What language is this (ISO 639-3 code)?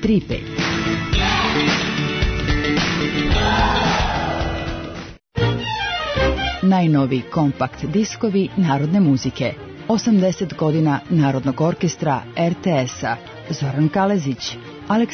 srp